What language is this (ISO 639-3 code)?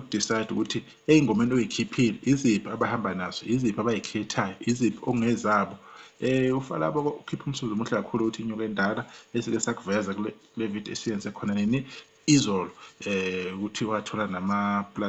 zul